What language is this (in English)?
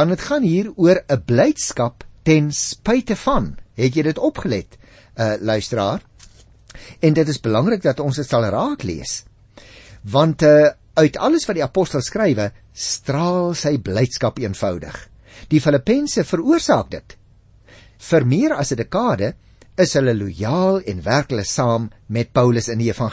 Afrikaans